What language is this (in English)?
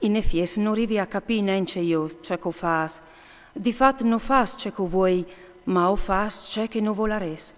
Friulian